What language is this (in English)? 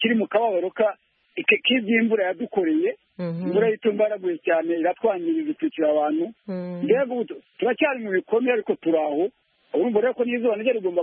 Kinyarwanda